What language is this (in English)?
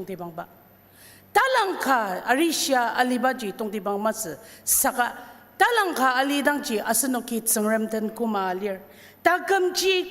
Ao Naga